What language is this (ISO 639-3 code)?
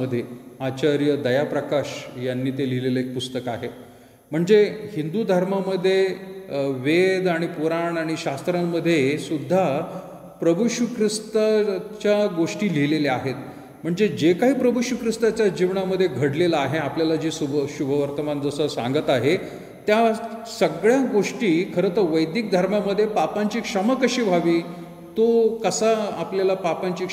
mar